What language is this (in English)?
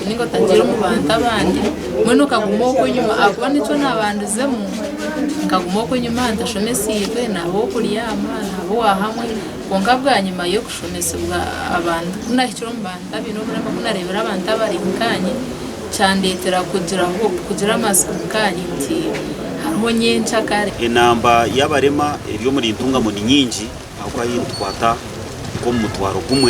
Nyankole